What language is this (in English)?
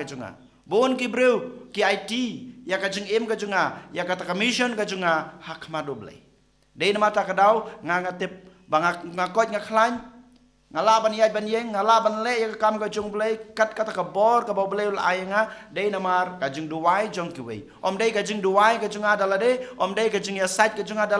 Khasi